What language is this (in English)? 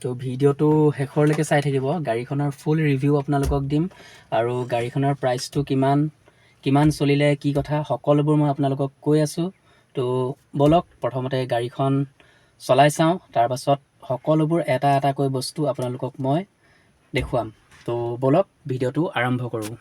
Assamese